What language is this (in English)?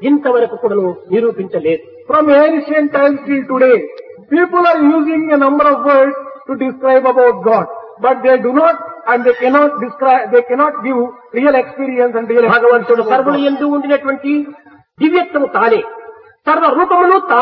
Telugu